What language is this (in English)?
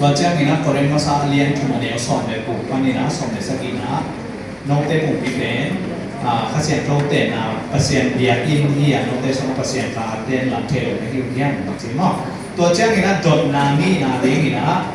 Tedim Chin